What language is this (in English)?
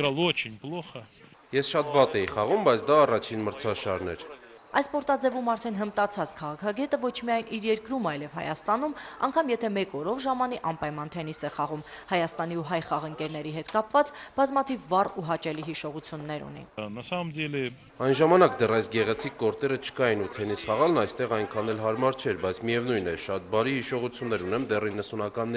Armenian